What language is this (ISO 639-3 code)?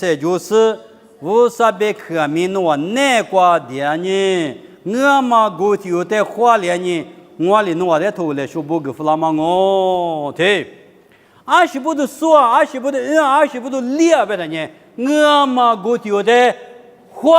lis